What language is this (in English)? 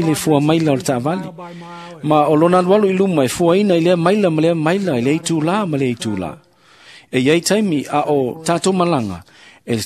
Samoan